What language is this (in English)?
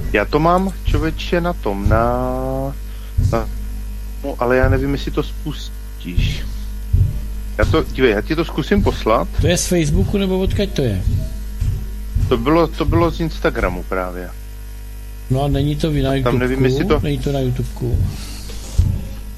Czech